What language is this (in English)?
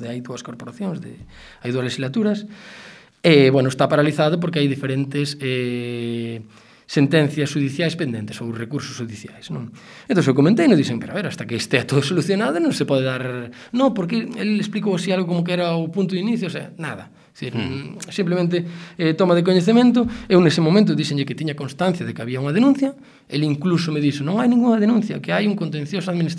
Galician